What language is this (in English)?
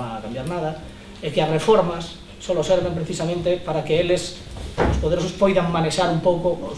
Galician